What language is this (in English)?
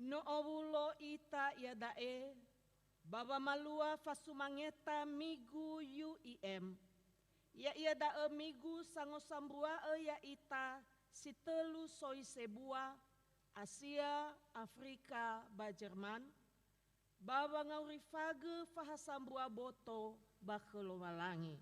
Nias